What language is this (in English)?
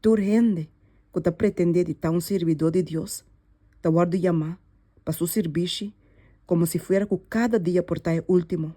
Papiamento